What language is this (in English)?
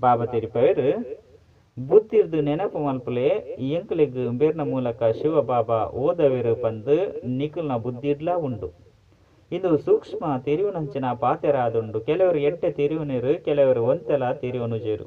Tulu